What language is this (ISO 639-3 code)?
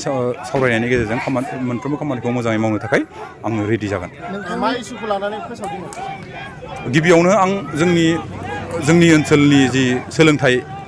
brx